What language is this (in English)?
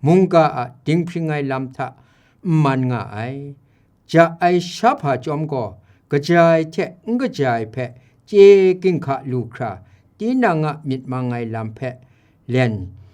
Kachin